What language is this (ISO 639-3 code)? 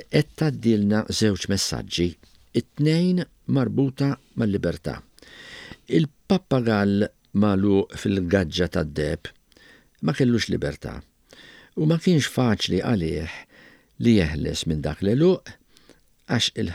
mlt